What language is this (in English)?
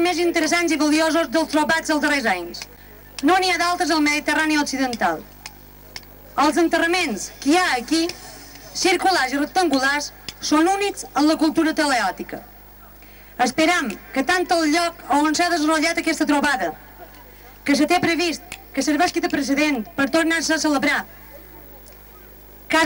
Catalan